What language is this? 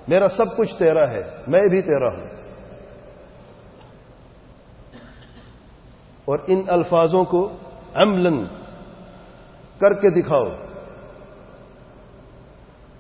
Urdu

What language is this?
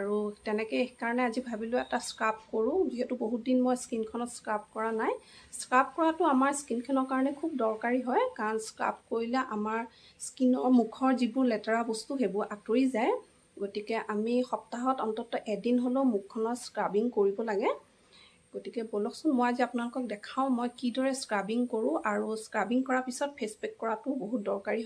Assamese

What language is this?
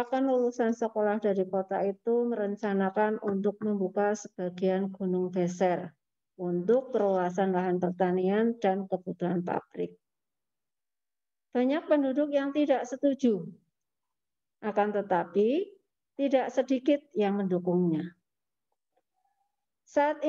Indonesian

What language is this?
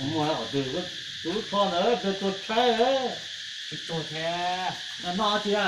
Hmong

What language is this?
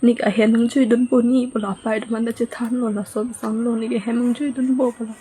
Karbi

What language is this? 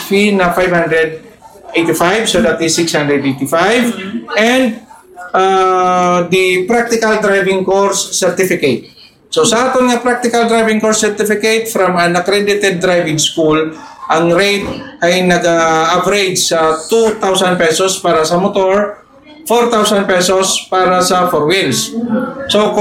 Hiligaynon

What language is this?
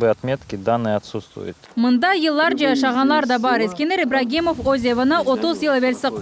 Crimean Tatar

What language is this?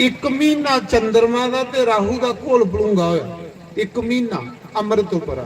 Dogri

